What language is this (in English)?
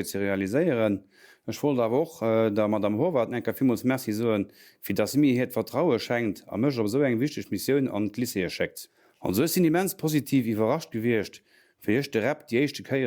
Luxembourgish